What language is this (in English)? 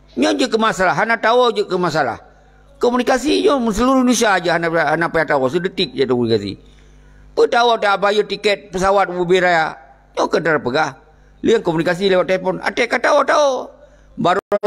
Achinese